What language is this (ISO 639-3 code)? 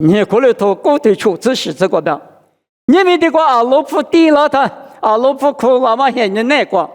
lis